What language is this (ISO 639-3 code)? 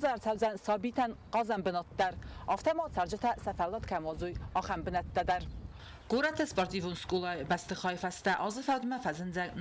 oss